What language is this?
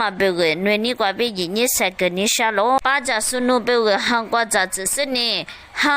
Lisu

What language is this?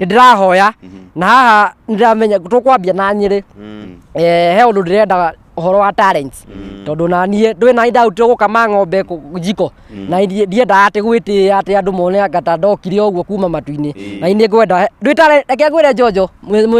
Kikuyu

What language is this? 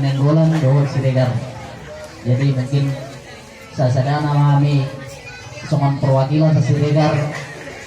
Batak Toba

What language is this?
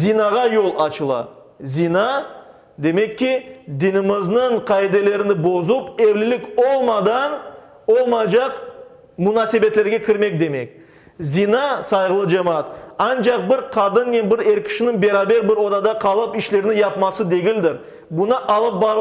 Crimean Tatar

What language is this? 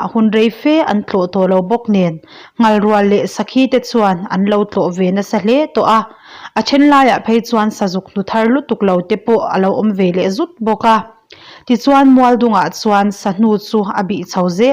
Mizo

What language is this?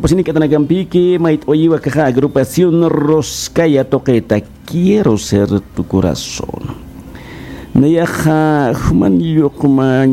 Aymara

